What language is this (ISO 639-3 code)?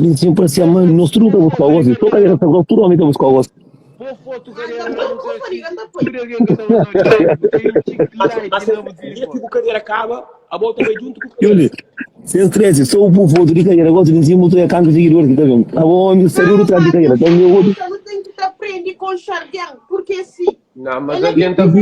kea